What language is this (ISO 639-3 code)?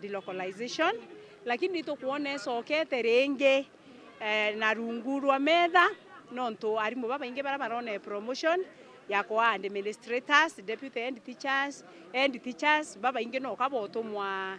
mer